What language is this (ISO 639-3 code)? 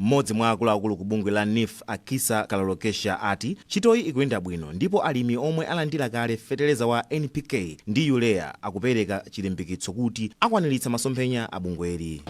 nya